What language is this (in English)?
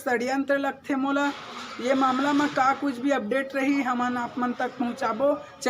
Chhattisgarhi